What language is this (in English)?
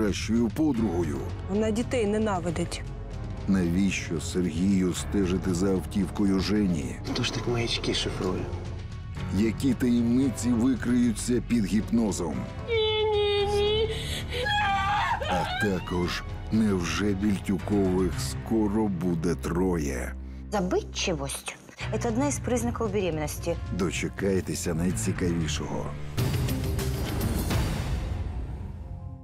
Ukrainian